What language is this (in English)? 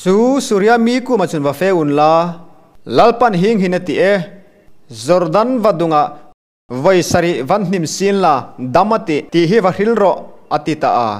Hmar